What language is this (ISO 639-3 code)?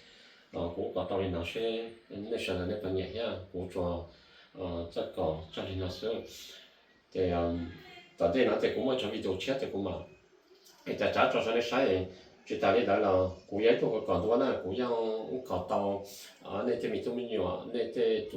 hmn